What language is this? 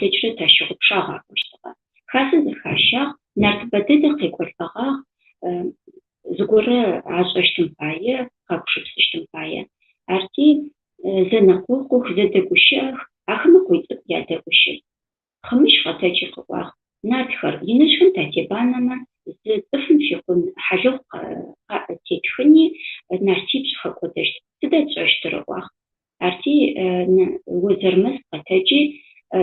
Adyghe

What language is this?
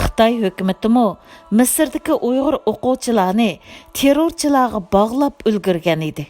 Uyghur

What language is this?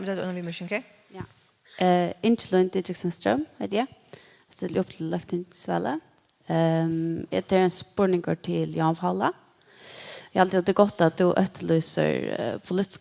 Faroese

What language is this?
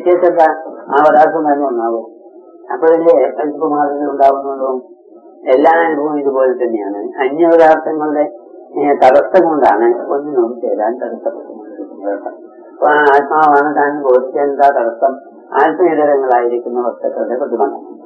Malayalam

